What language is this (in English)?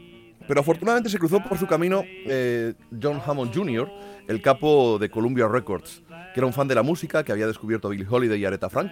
Spanish